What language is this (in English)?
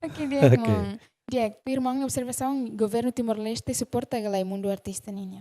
Tetum